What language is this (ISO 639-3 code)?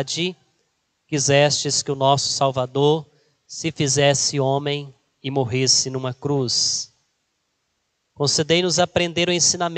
por